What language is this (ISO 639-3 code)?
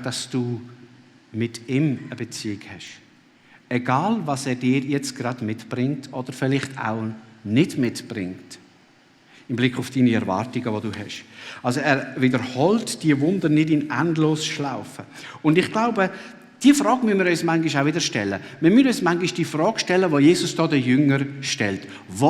gsw